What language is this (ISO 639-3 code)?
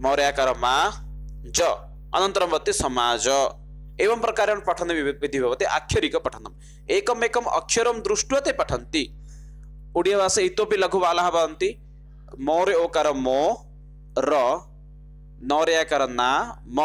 san